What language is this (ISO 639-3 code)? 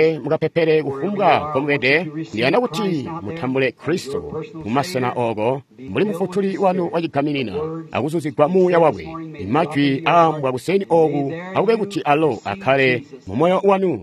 toi